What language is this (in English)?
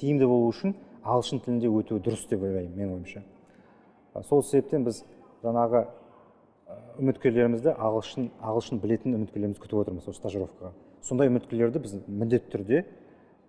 Kazakh